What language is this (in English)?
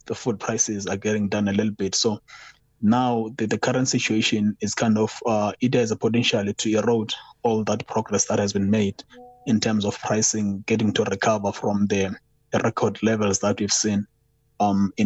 English